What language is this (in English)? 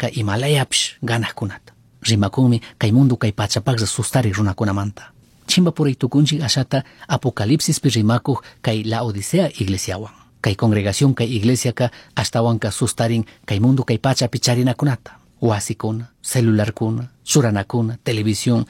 Chimborazo Highland Quichua